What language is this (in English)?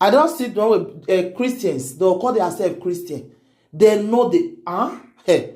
Nigerian Pidgin